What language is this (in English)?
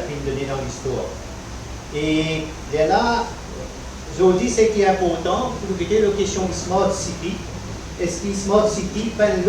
Morisyen